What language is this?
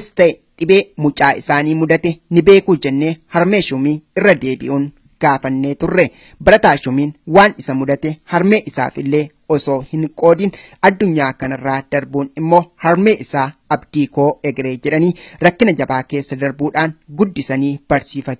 Oromo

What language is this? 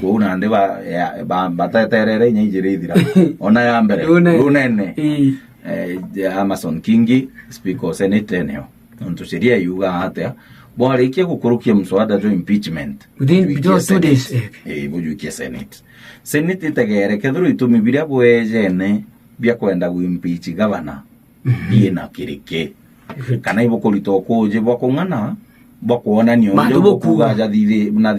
Meru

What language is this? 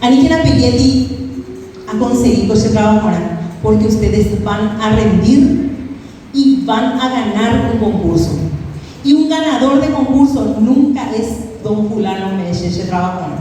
Guarani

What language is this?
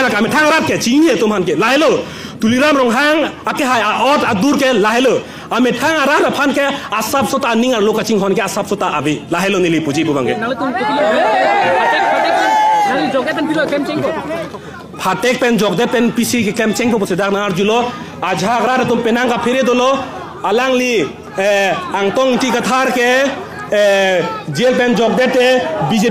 Karbi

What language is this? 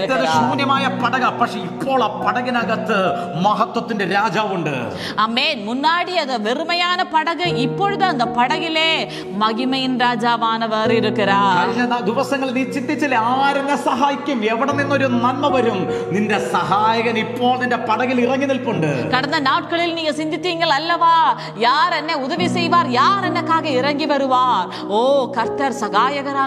Malayalam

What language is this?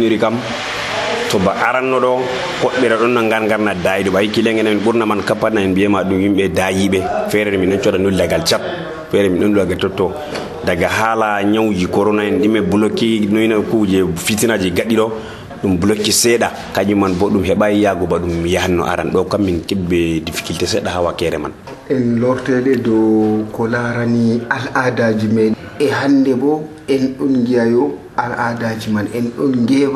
Nigerian Fulfulde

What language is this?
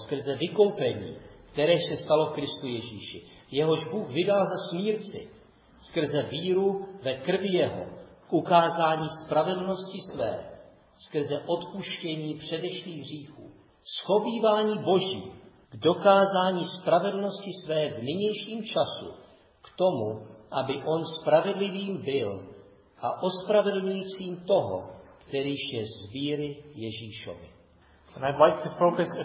Czech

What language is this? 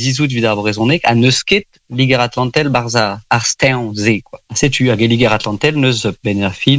Breton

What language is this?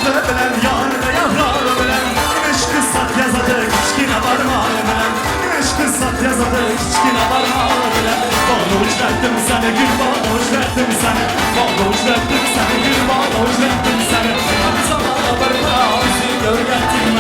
Turkmen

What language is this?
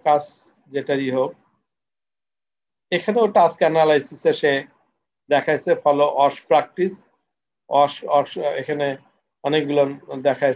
Bangla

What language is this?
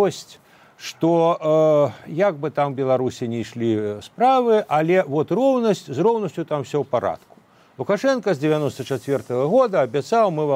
Belarusian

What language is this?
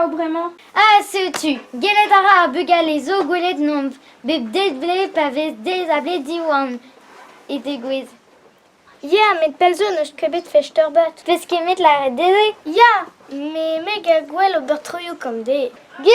Breton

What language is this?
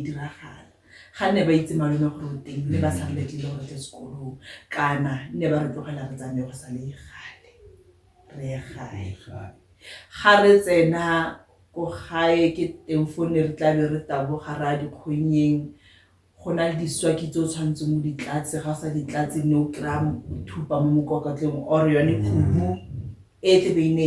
Tswana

